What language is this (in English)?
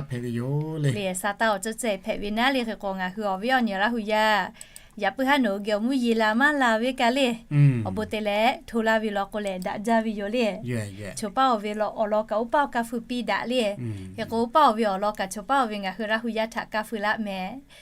Lahu